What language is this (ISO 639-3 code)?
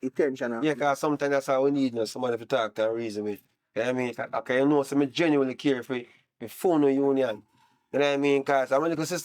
jam